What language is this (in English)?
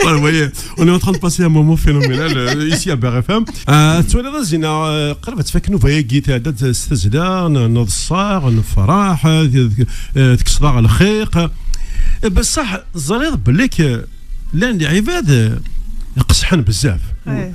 Kabyle